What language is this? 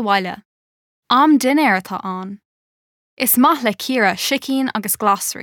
Irish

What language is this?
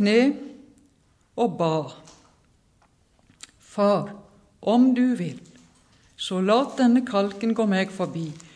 Norwegian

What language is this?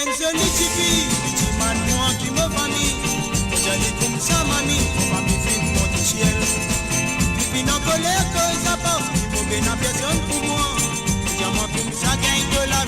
Morisyen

